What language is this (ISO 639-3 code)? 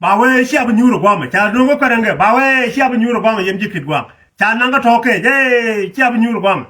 nus